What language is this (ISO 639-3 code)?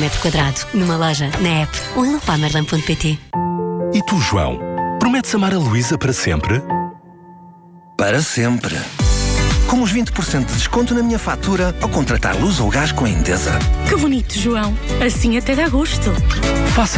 por